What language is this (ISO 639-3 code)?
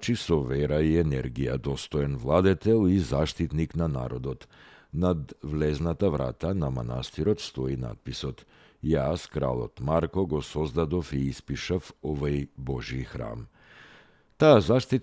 mkd